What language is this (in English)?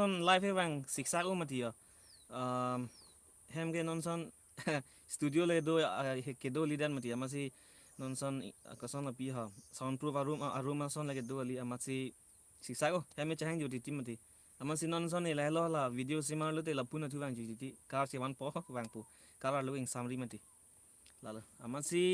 Karbi